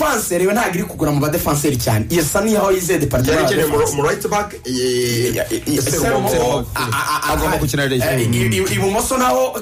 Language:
Kinyarwanda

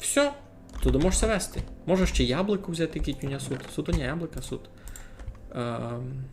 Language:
Rusyn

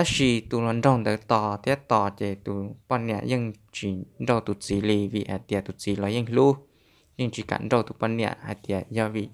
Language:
Hmong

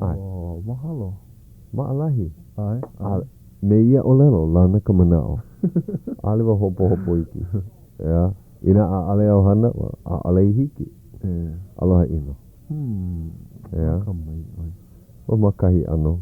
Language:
Hawaiian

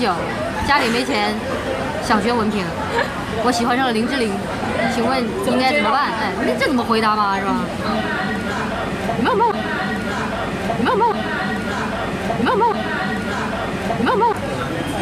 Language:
Chinese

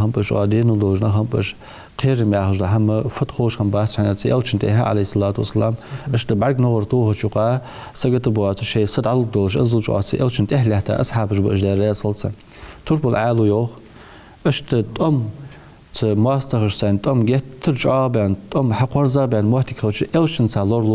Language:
Ingush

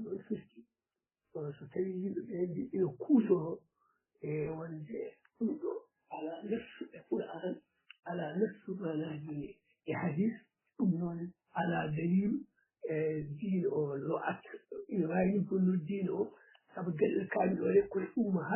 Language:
Fula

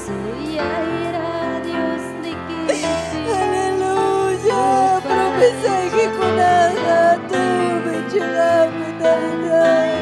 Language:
Ayacucho Quechua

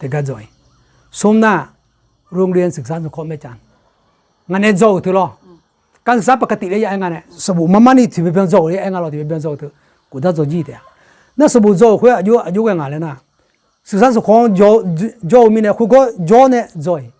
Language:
Akha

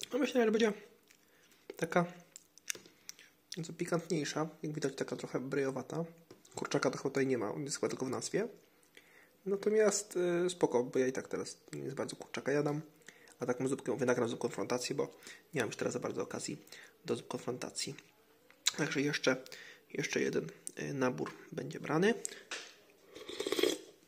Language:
Polish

